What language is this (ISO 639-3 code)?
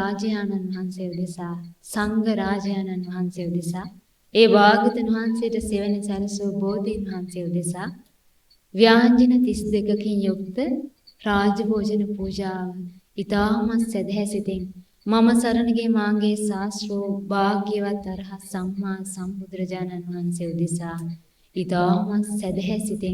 sin